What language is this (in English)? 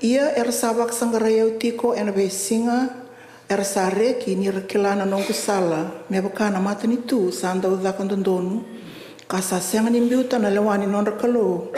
Fijian